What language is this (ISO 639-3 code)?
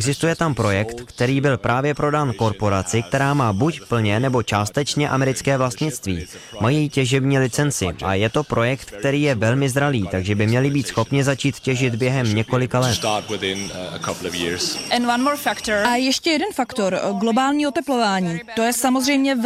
ces